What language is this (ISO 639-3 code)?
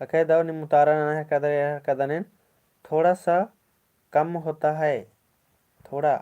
kru